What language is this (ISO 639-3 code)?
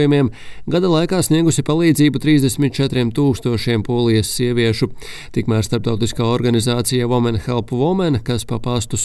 lav